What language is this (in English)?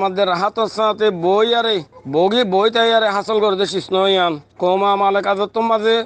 Rohingya